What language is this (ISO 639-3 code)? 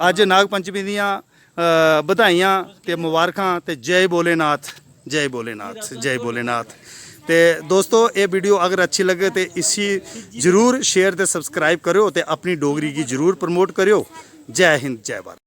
doi